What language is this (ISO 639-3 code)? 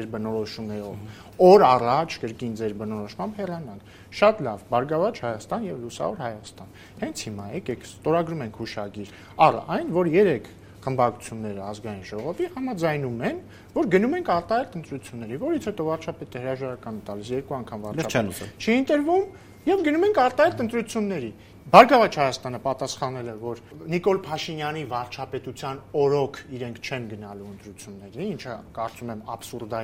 hye